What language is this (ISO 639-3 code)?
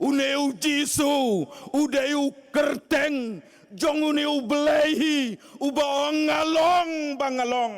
kha